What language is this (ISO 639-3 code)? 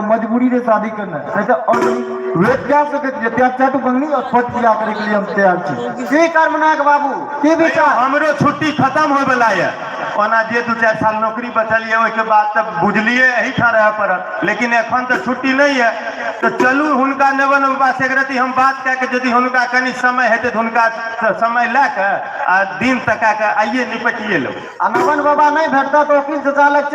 mai